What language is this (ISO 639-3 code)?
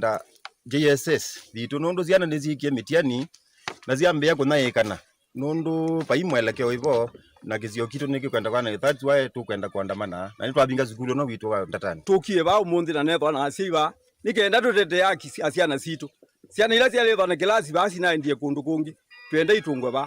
kam